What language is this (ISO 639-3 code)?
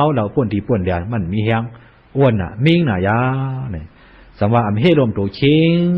shn